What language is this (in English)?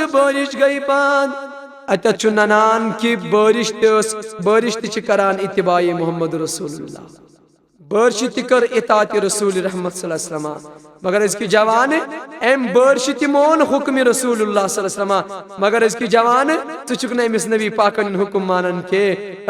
Kashmiri